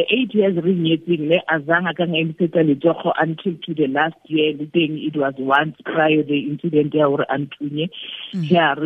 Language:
Tswana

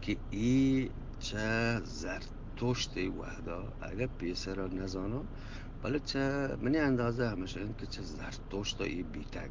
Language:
Eastern Balochi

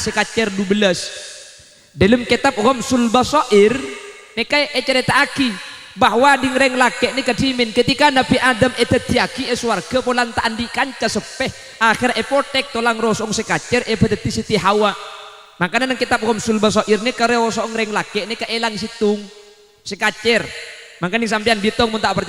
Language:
Madurese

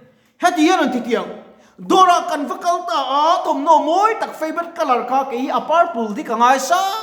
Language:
Mizo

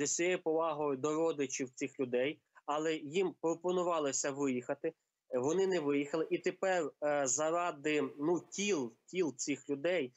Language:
Ukrainian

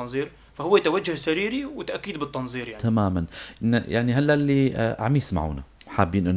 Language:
North Levantine Arabic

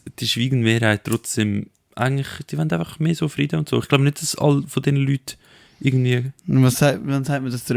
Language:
Swiss German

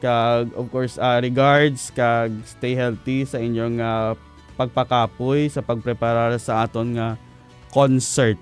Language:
Hiligaynon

